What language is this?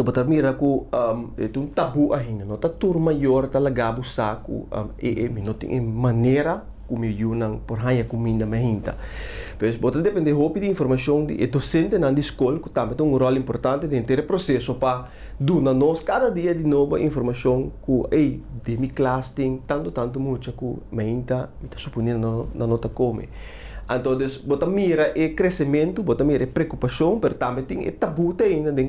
Papiamento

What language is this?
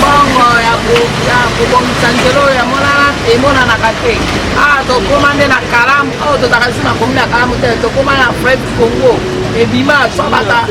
Lingala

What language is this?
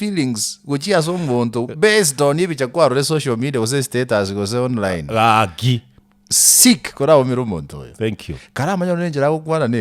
Gusii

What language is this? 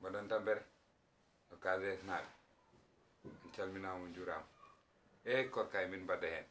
Fula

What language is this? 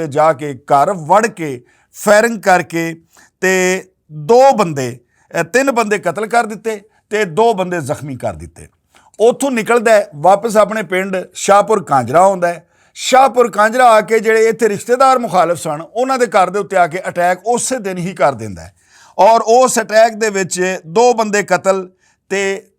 Western Panjabi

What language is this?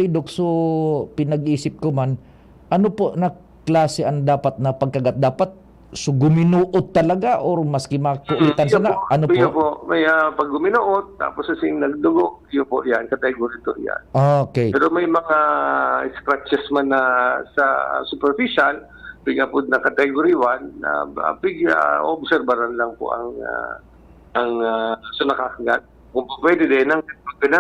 Bikol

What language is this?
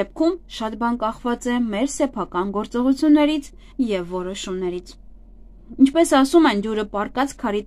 Armenian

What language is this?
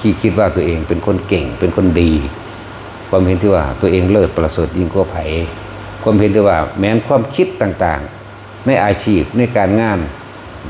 Northeastern Thai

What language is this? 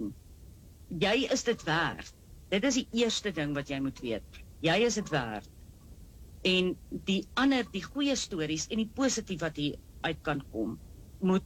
Afrikaans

